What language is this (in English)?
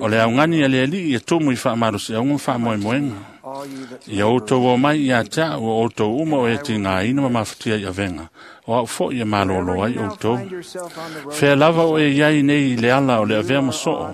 Samoan